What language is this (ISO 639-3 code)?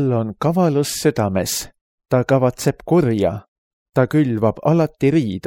est